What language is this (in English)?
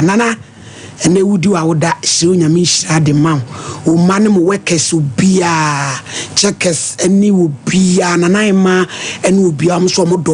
Akan